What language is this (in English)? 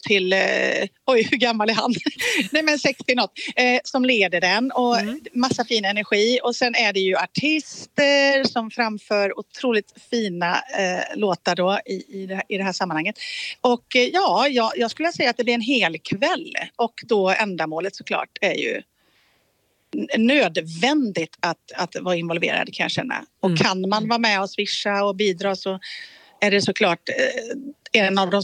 Swedish